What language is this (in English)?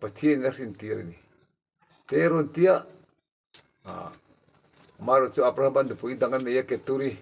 Mizo